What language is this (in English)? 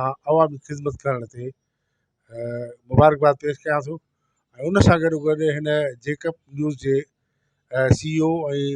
Sindhi